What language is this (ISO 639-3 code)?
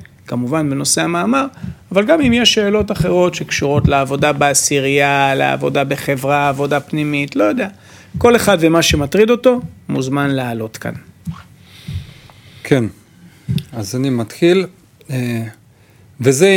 heb